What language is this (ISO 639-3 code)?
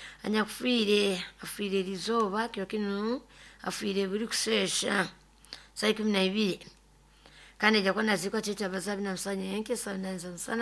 nyo